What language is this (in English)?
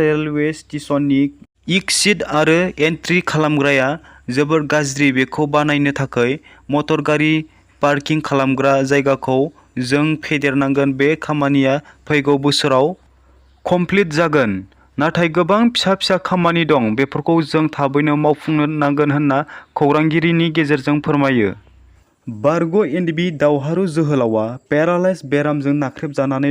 Bodo